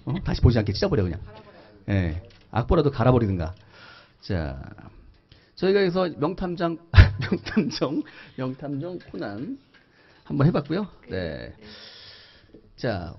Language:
Korean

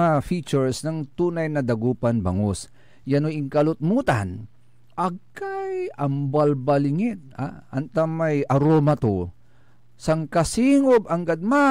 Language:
Pangasinan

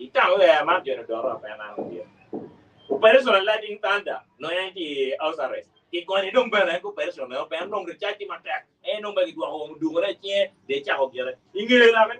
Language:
Acoli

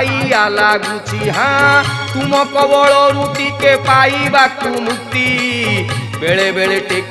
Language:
Odia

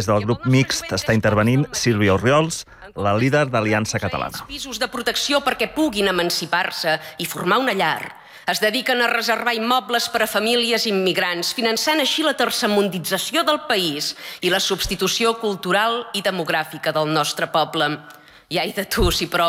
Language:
Catalan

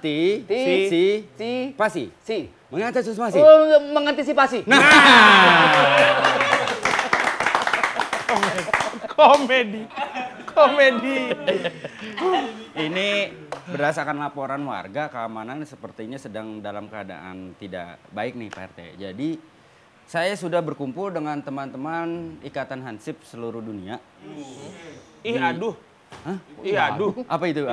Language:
Indonesian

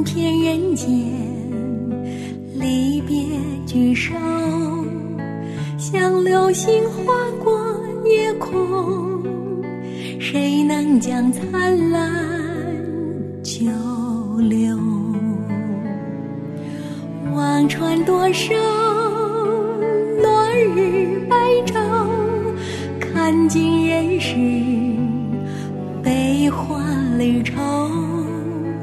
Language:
Chinese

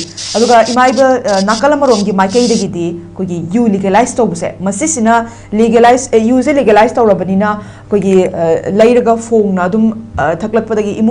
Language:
Manipuri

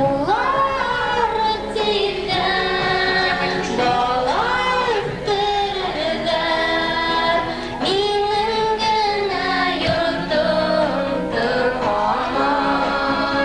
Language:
Bashkir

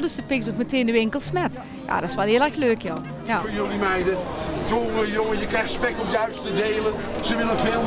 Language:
Dutch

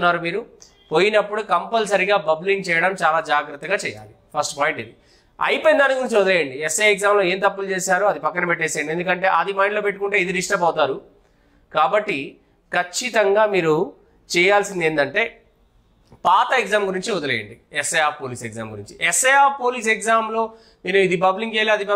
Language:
Telugu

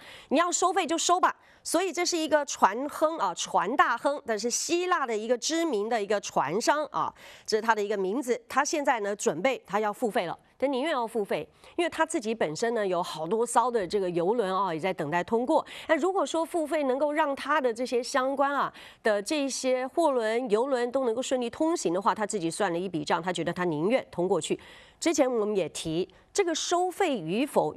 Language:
Chinese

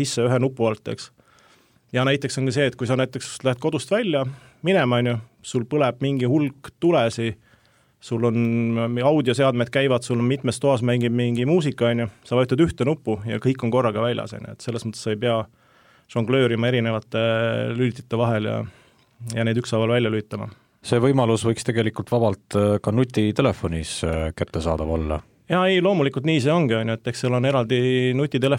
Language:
Estonian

